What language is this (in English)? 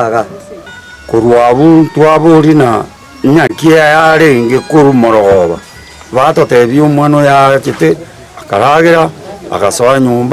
Gusii